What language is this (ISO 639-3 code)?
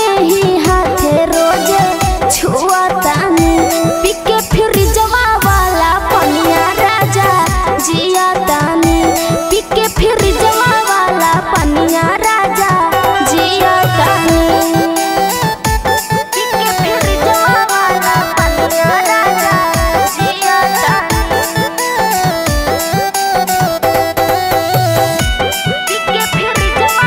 bho